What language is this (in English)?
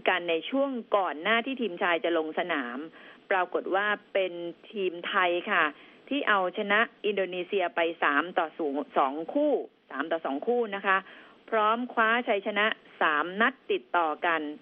Thai